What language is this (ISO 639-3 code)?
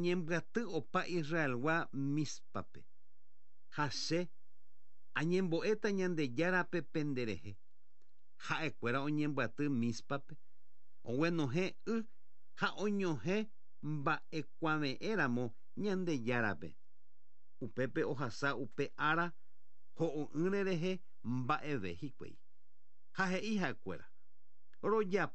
grn